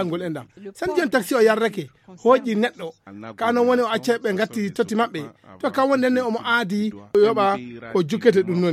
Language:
Fula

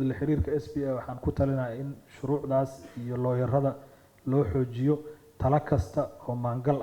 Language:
Somali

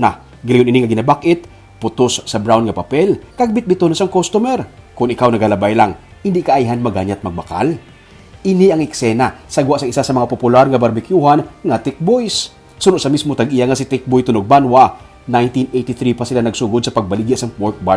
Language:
Hiligaynon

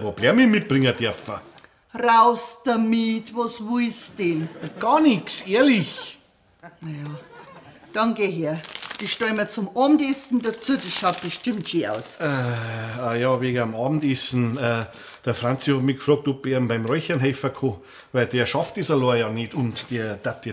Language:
Bavarian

